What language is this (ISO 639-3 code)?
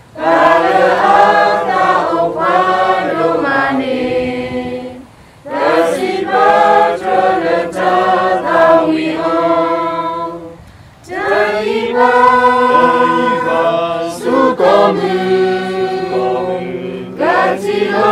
ksw